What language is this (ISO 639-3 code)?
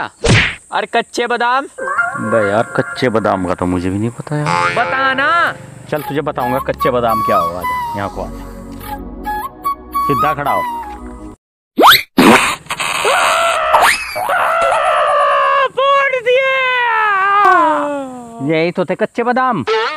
hin